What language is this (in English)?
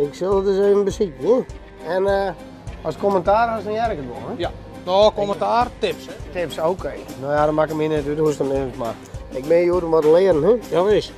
Western Frisian